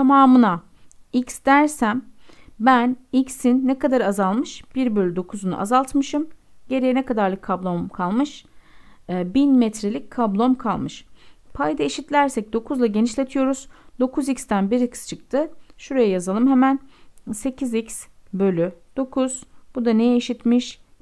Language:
Turkish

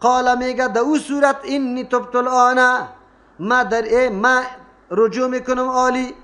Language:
Persian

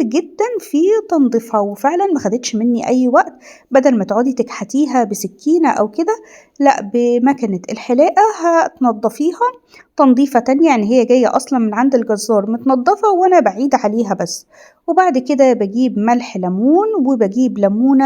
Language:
Egyptian Arabic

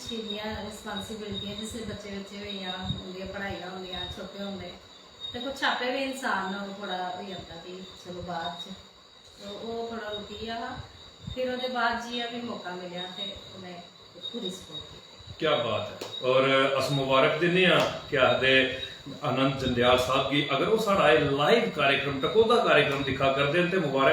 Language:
Dogri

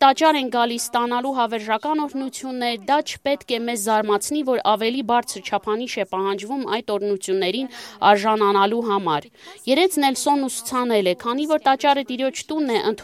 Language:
Armenian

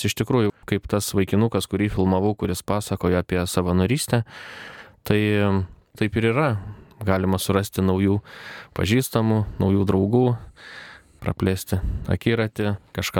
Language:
Lithuanian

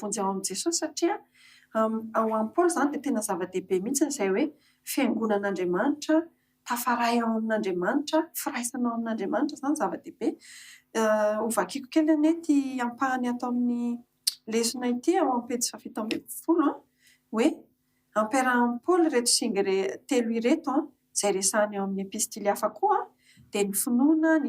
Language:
Malagasy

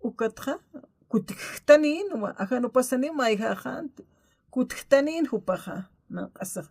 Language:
Aymara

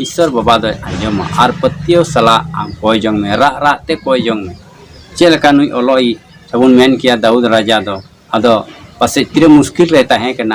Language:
Santali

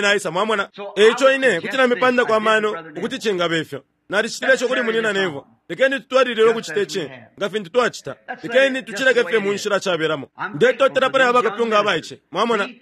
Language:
Bemba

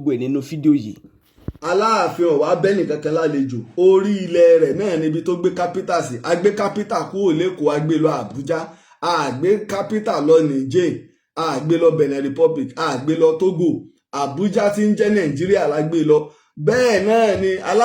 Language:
Yoruba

